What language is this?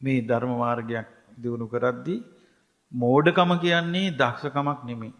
Sinhala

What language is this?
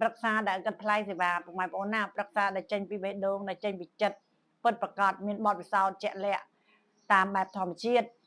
Khmer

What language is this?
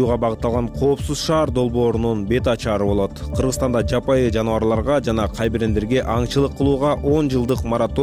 Kyrgyz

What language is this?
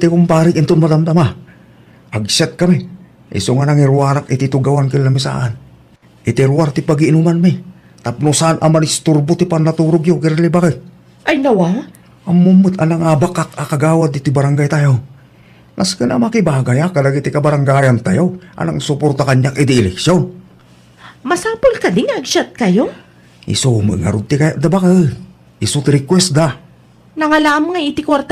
Iloko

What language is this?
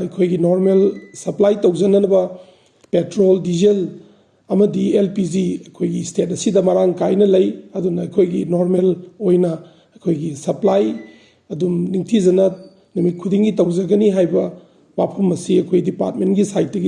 Manipuri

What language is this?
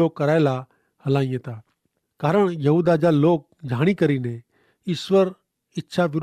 Kachhi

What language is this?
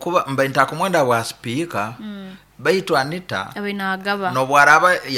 Nyoro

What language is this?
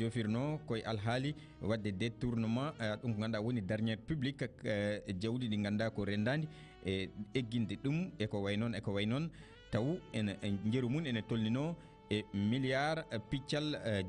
Fula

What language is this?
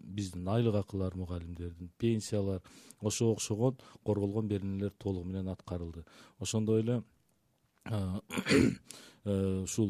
Kyrgyz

